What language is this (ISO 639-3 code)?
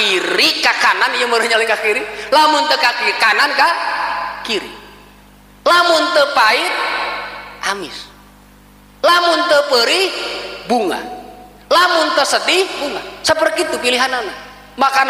sun